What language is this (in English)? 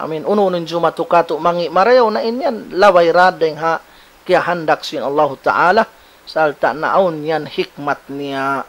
Tausug